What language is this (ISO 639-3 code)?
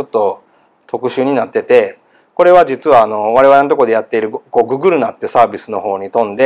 jpn